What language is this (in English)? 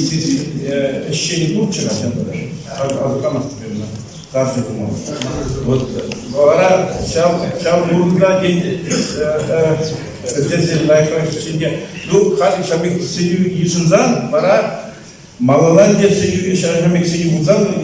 Chuvash